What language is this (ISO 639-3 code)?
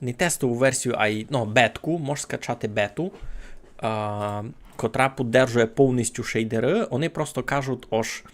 rue